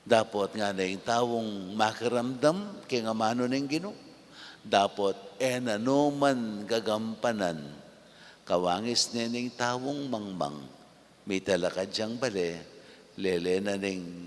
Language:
Pampanga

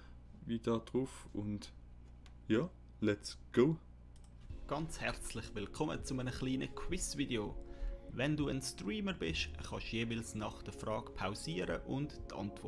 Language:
Swiss German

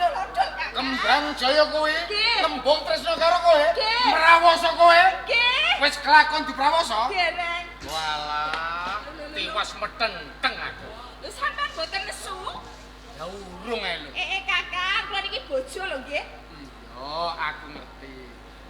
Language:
Javanese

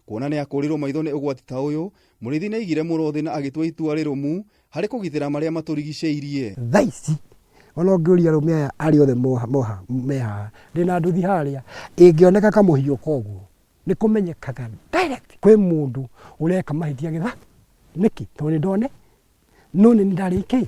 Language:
Kikuyu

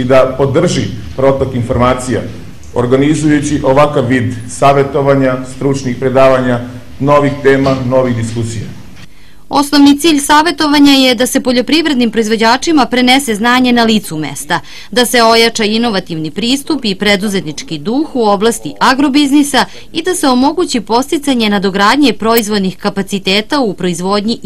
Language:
Serbian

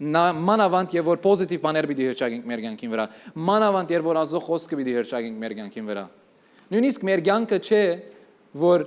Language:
Western Armenian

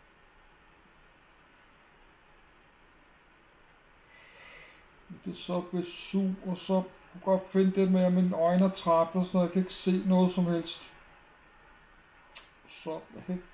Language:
Danish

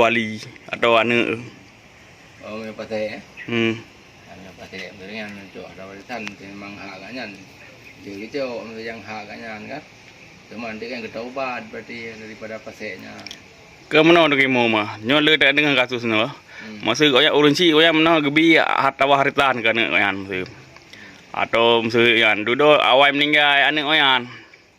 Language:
Achinese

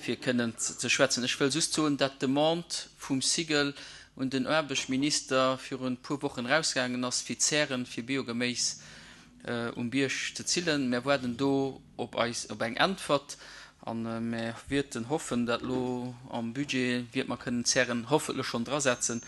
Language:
Luxembourgish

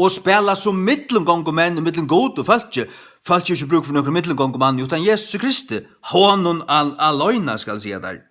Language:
Faroese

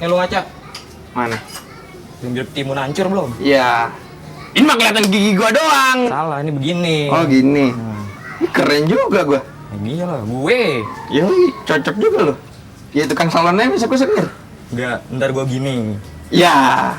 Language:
Betawi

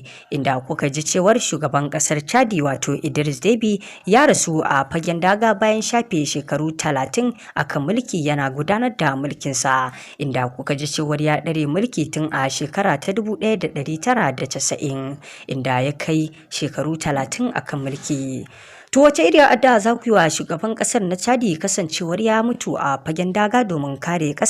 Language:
Hausa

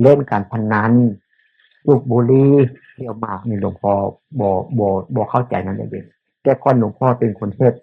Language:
Northeastern Thai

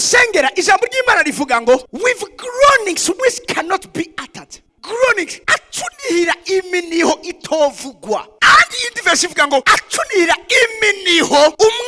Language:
Rundi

